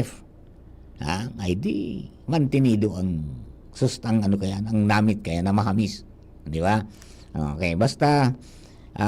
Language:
Bikol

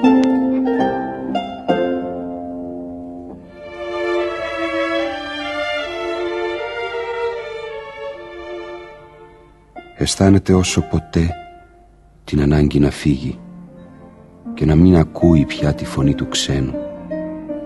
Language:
Greek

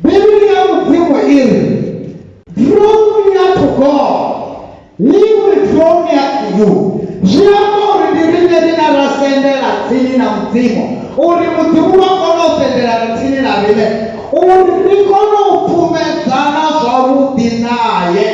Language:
Venda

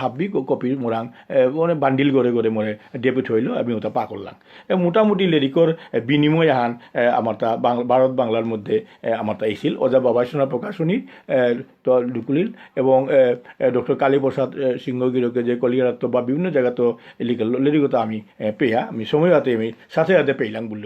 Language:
Bishnupriya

